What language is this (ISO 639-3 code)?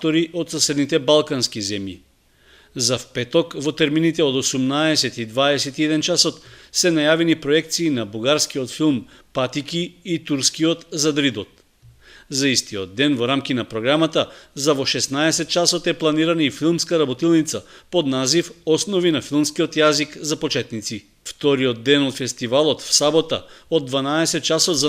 mkd